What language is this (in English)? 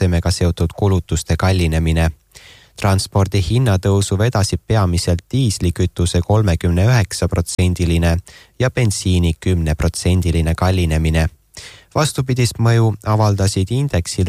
Estonian